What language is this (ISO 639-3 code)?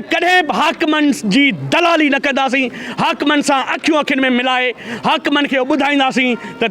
snd